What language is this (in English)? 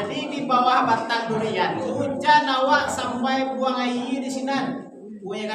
Minangkabau